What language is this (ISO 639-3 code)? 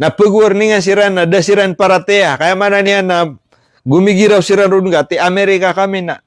mrw